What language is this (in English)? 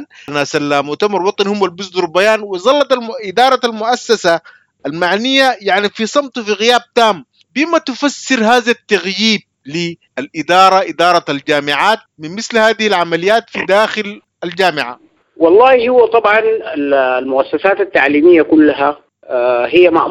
Sudanese Arabic